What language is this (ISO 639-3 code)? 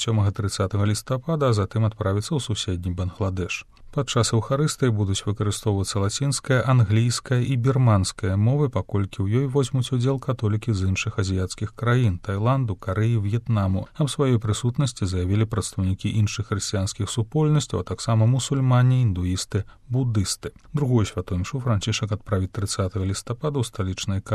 bel